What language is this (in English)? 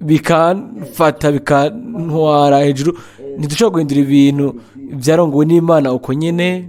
Rundi